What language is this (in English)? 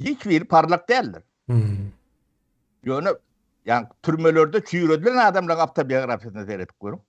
Turkmen